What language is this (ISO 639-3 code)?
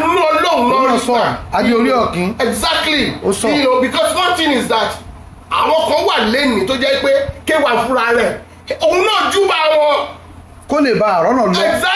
yor